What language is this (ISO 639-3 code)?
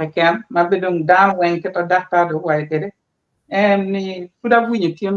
ach